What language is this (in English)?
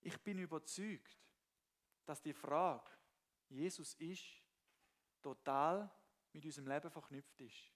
Swiss German